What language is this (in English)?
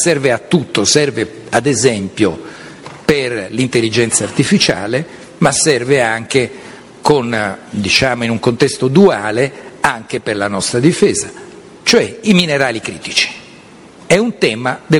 Italian